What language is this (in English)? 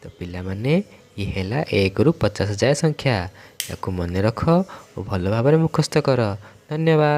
Odia